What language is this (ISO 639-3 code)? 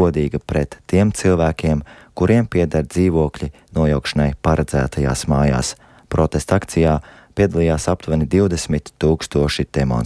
lav